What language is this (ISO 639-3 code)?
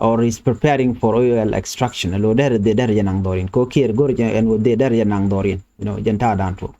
nus